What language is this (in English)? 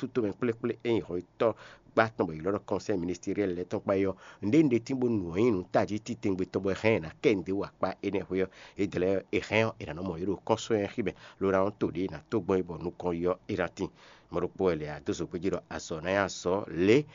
Fon